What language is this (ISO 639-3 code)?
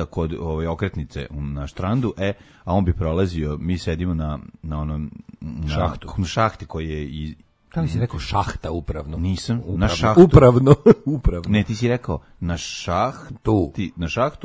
srp